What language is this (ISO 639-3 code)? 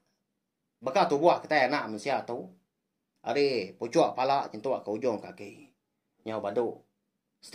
iba